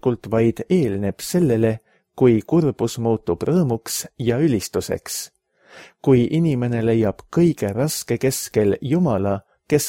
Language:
Estonian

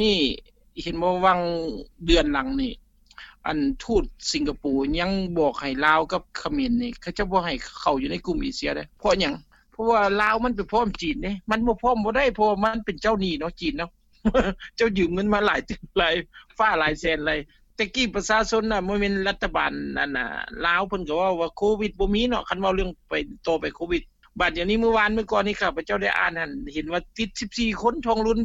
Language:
Lao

